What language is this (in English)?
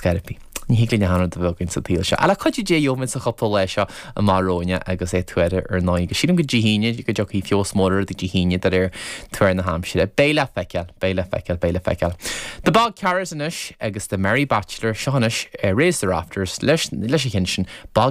Irish